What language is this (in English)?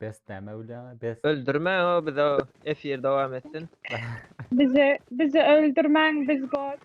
Turkmen